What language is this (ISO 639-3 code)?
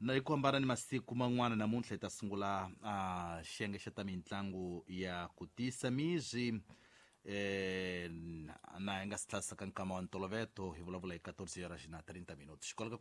tso